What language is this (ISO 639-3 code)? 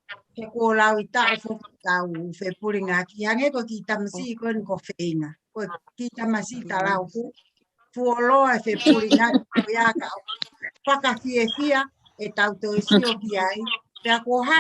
ton